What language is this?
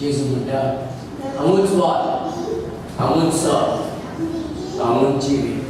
Konkani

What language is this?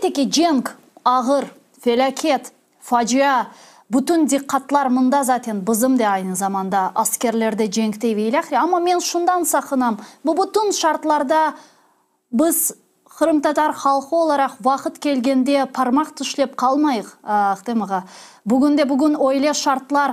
Crimean Tatar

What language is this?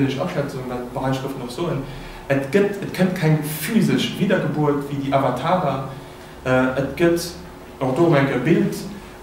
Luxembourgish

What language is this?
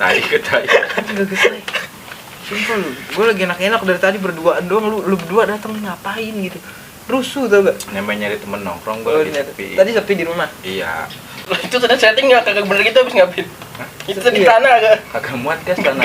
Betawi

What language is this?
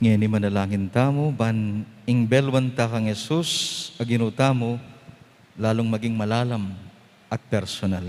Pampanga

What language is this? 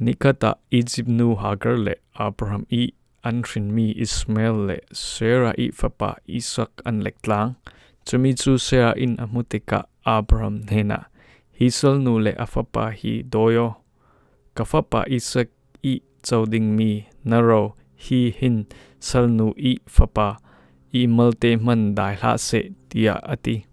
Falam Chin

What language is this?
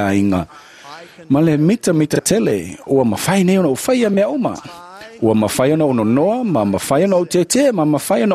Samoan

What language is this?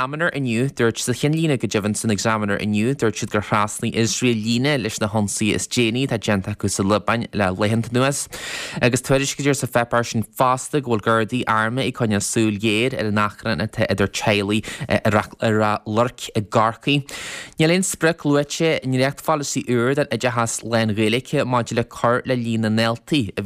Irish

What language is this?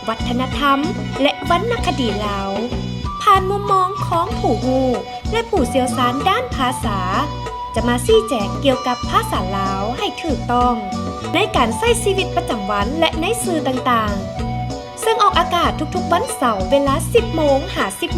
Lao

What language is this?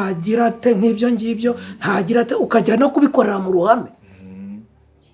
Kinyarwanda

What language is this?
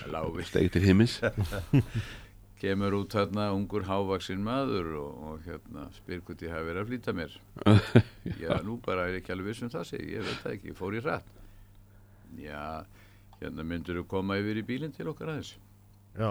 Icelandic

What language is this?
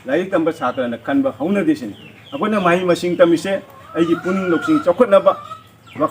Manipuri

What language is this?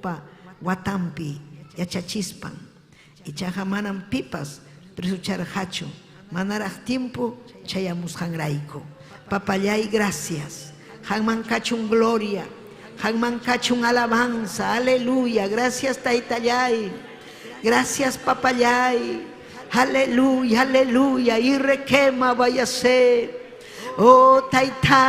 Ayacucho Quechua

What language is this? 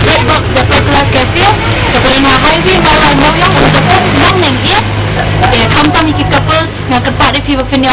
Khasi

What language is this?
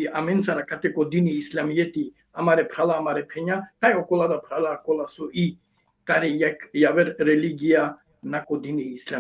Balkan Romani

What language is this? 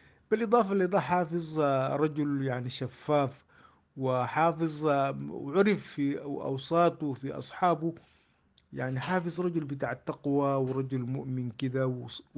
Sudanese Arabic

